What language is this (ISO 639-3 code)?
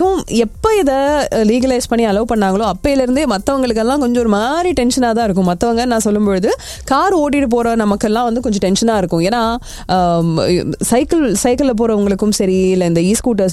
tam